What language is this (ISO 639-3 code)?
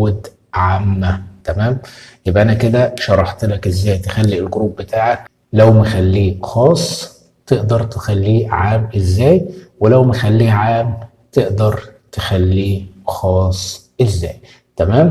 arz